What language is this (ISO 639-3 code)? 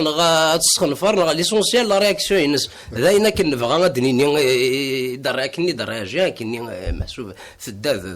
kab